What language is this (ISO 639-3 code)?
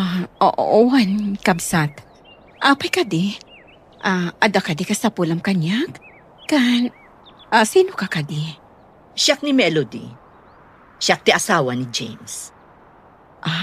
ilo